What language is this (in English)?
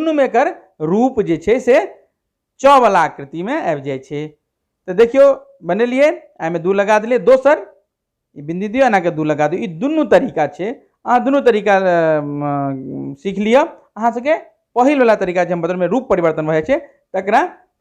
Maithili